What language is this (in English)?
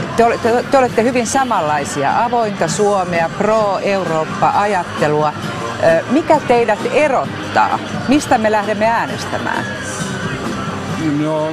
Finnish